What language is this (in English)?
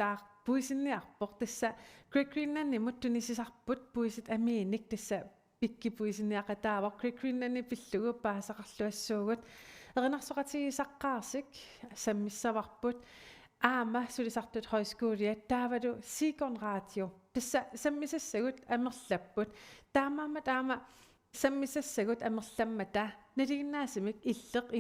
Kalaallisut